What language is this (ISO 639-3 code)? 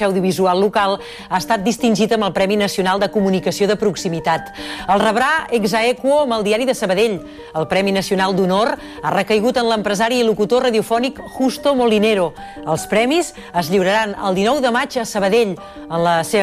cat